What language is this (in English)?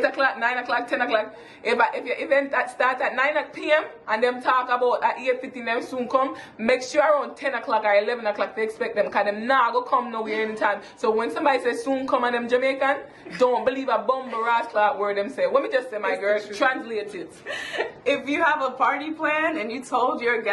Jamaican Creole English